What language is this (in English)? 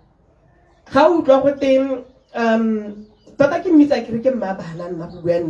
Tswana